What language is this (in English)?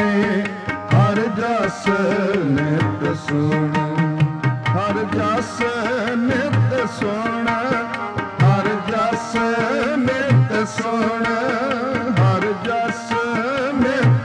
Punjabi